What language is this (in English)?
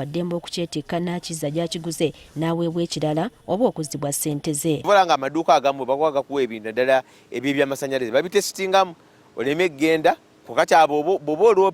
Ganda